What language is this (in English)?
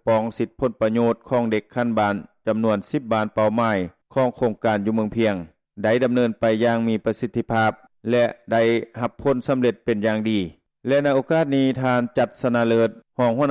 Lao